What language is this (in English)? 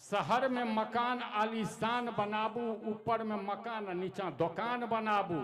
Maithili